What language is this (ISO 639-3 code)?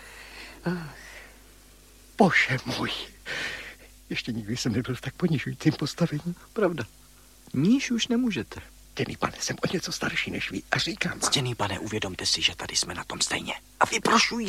ces